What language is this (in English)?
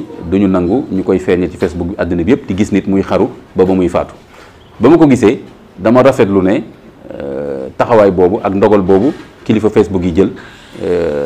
Wolof